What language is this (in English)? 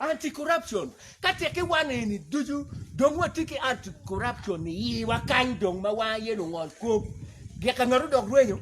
Acoli